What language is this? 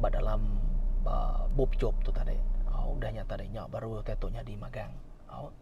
Iban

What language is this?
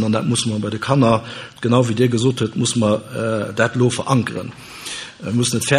Luxembourgish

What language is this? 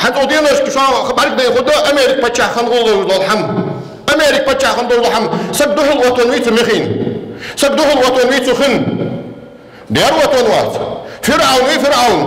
Ingush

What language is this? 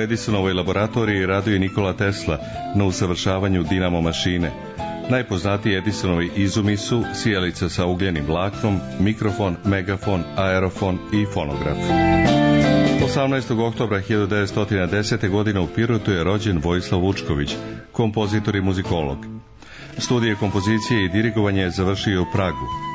Serbian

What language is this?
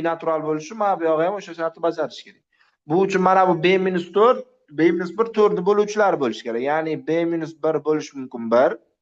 Uzbek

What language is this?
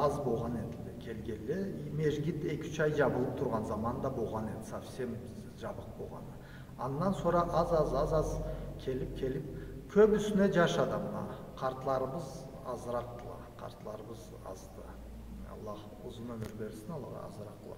Karachay-Balkar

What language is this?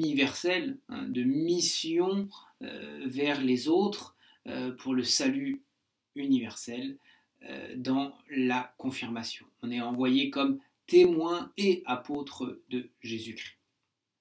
French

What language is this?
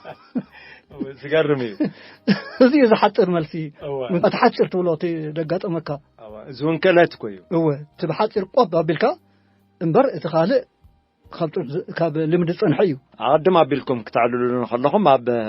Tigrinya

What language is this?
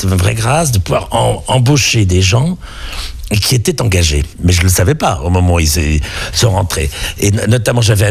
French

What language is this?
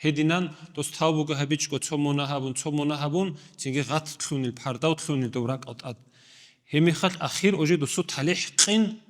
Avaric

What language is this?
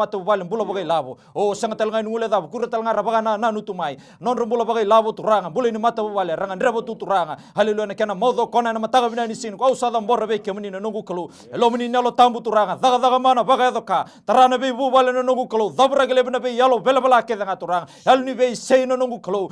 Fijian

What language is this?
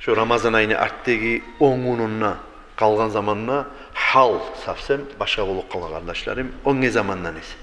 Kumyk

